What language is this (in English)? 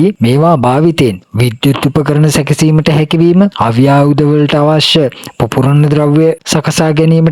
Sinhala